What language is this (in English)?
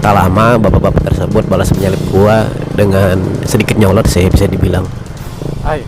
Banjar